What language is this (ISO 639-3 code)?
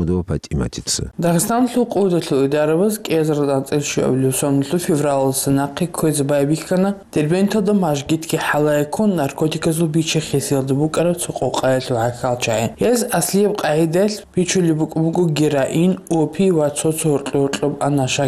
ava